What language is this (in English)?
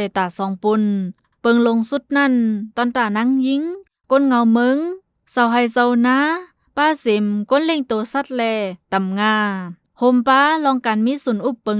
Shan